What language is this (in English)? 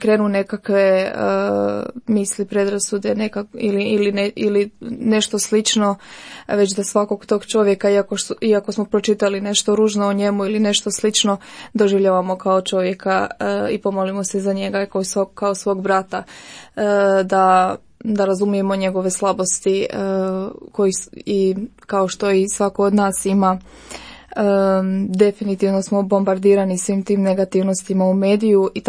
Croatian